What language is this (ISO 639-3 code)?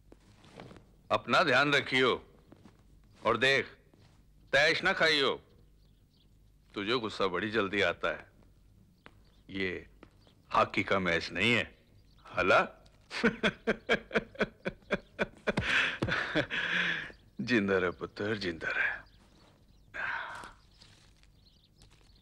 hin